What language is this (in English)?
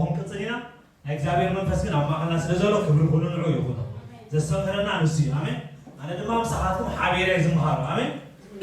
Tigrinya